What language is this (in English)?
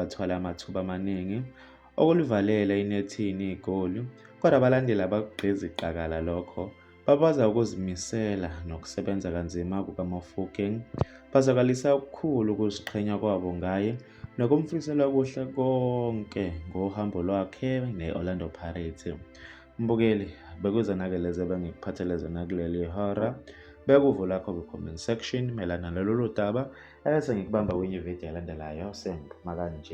Zulu